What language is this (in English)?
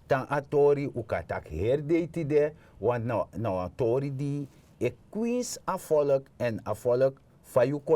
Sranan Tongo